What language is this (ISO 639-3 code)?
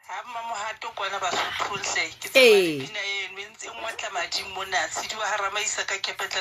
sot